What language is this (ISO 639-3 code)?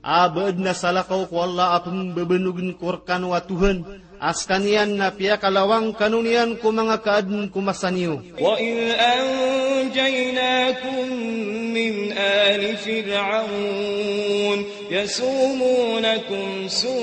mrw